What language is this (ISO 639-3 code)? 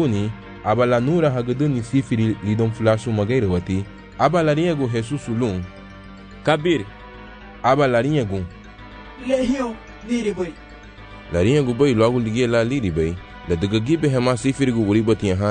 cab